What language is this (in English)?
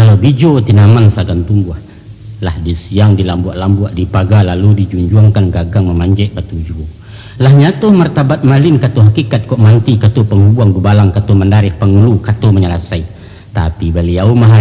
Minangkabau